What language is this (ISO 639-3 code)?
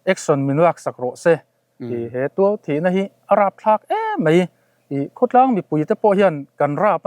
lus